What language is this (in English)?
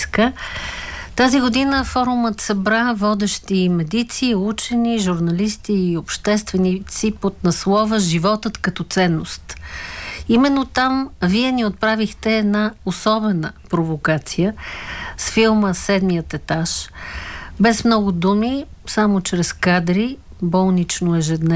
Bulgarian